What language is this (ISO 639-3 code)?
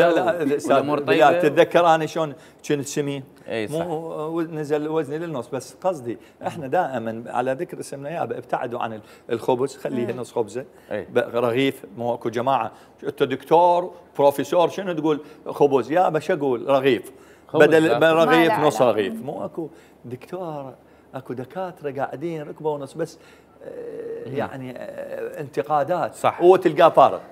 acm